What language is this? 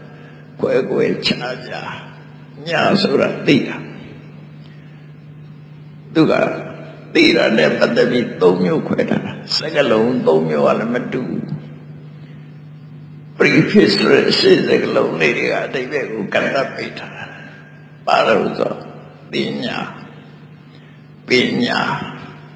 Burmese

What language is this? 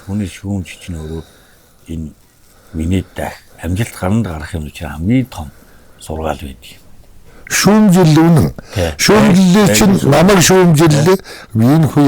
Mongolian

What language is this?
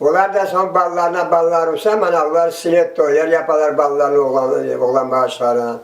Crimean Tatar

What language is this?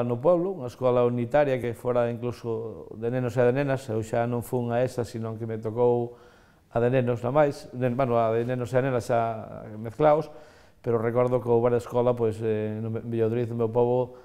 Galician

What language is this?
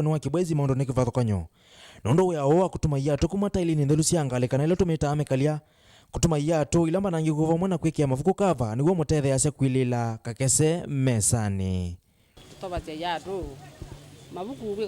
Kamba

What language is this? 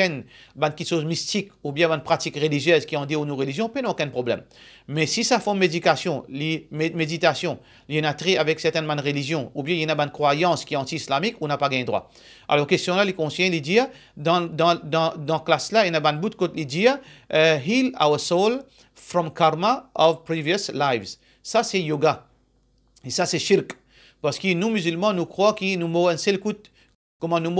Morisyen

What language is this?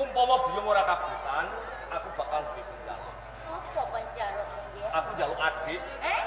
Javanese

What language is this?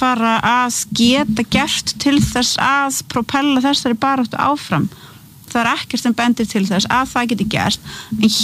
Icelandic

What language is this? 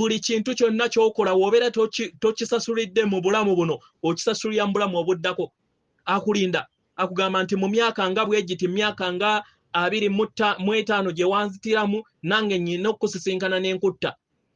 Ganda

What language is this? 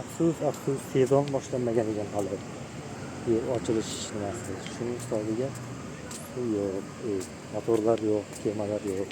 Uzbek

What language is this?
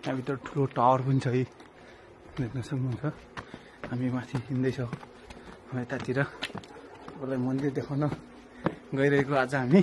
Nepali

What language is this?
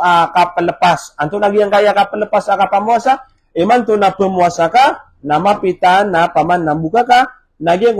Maranao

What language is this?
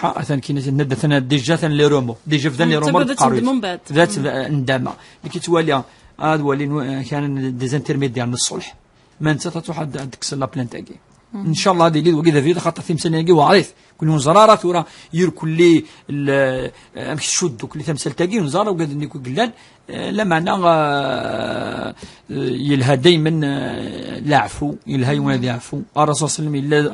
Kabyle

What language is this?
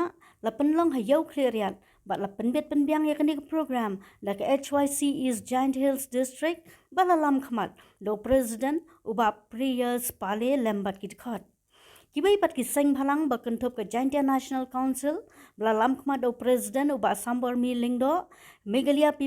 Khasi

